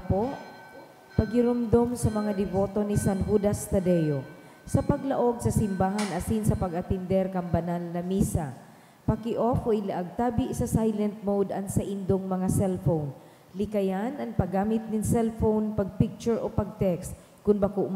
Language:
Bikol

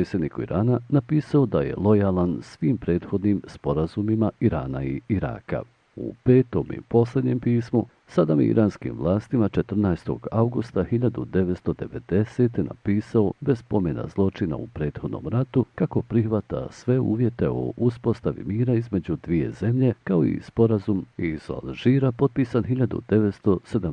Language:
Bosnian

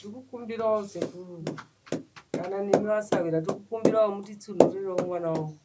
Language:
Shona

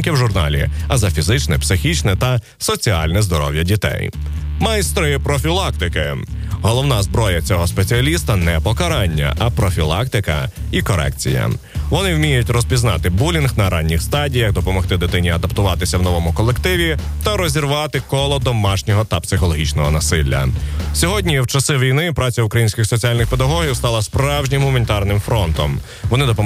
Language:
Ukrainian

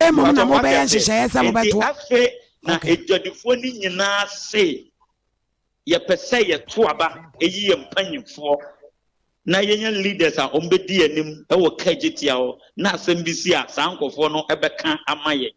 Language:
Akan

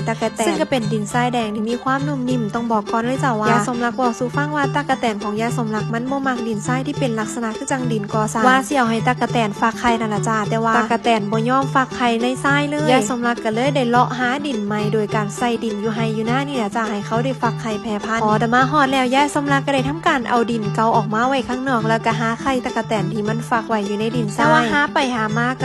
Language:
Northeastern Thai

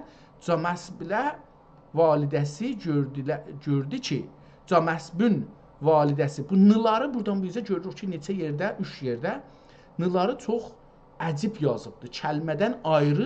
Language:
South Azerbaijani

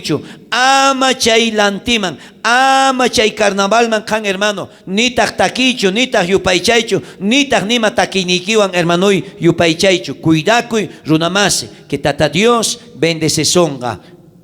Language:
South Bolivian Quechua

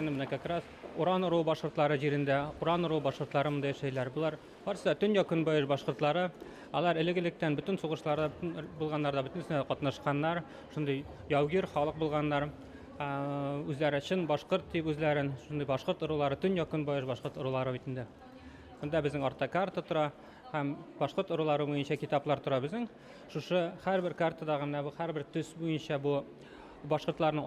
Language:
Bashkir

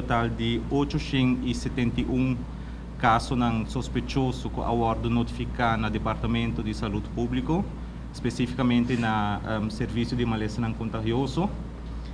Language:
Papiamento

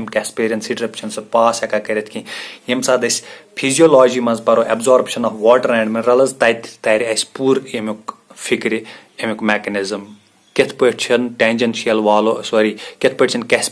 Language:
Kashmiri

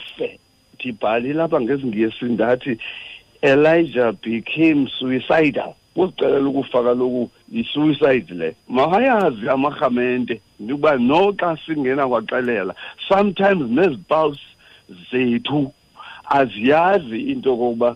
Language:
Xhosa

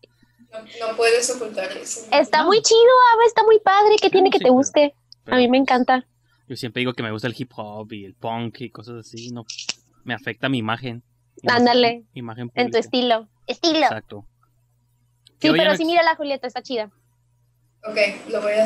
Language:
Spanish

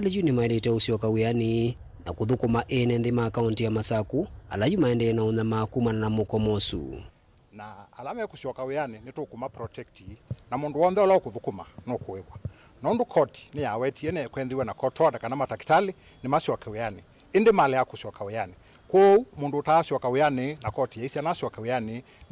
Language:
Kamba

